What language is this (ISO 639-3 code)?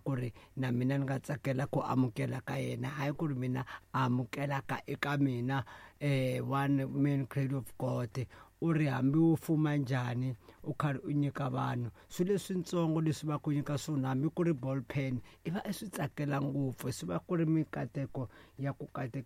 tso